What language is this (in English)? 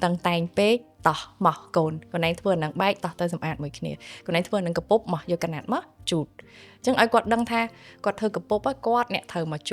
Khmer